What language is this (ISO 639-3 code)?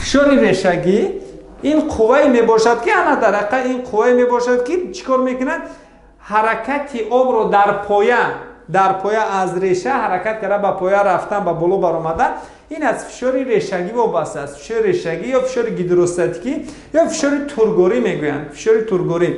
tgk